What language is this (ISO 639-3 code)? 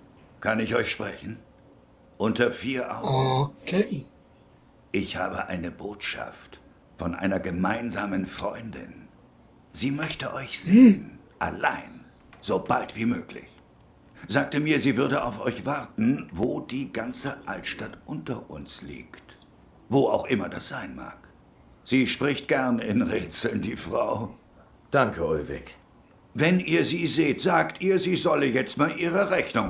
gsw